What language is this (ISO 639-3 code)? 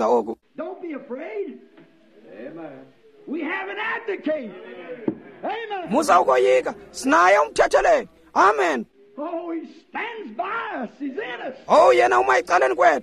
xho